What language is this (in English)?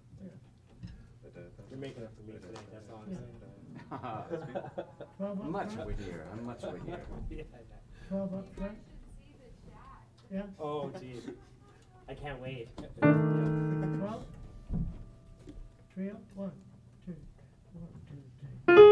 English